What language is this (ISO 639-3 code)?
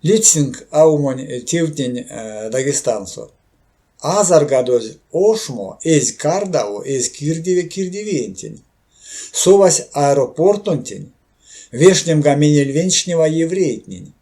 myv